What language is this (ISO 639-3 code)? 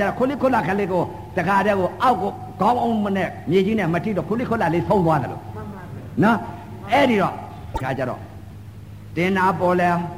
mya